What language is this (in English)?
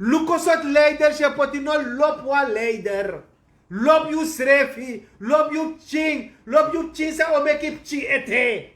Sranan Tongo